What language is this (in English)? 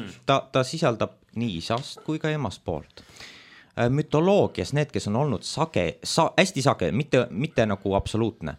Estonian